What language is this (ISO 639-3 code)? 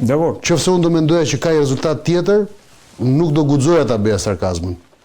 sqi